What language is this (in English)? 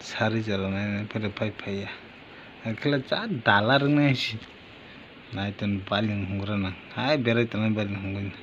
Kok Borok